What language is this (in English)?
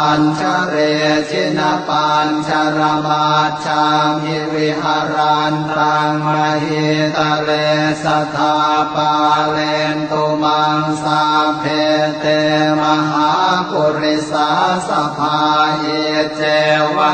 Pali